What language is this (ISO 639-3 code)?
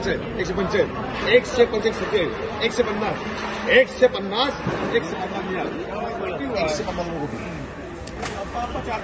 mar